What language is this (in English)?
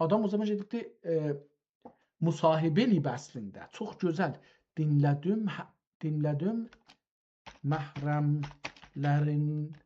South Azerbaijani